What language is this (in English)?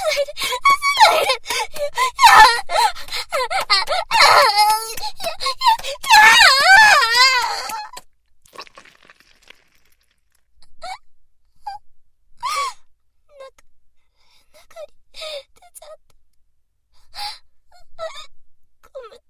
Japanese